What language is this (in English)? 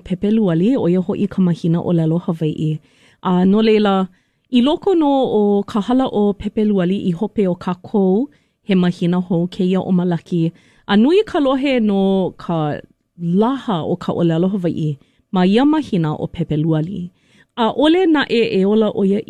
Hawaiian